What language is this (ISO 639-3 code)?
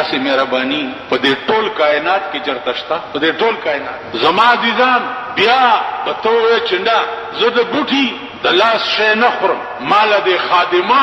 pus